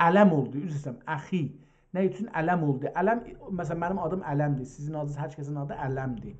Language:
South Azerbaijani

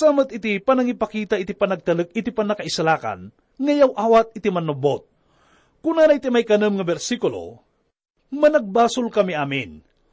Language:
Iloko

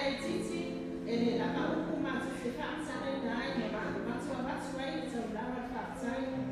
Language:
Samoan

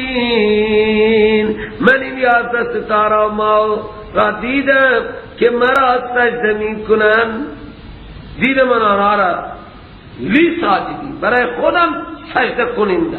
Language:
Persian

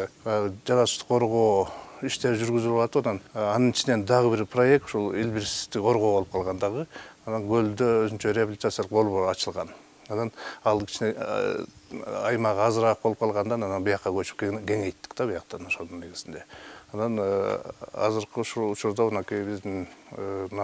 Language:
Kyrgyz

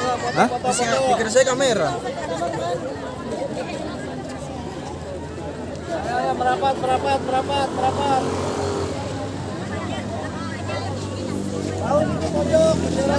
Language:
Indonesian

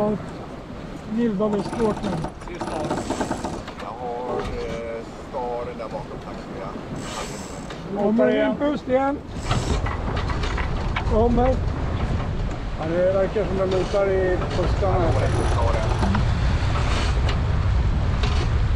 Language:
Swedish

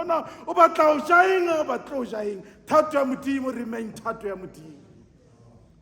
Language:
Southern Sotho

